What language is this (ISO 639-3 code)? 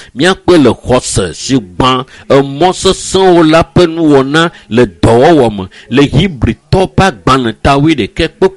ewe